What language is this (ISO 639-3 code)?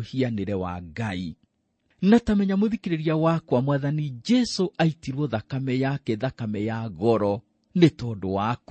kik